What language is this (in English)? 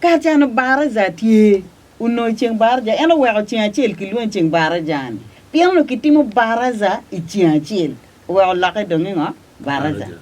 Acoli